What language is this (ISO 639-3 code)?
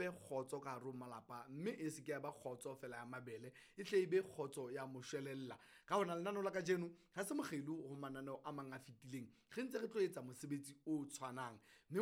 sot